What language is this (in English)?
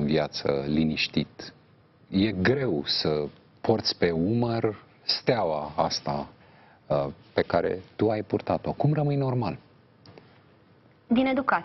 Romanian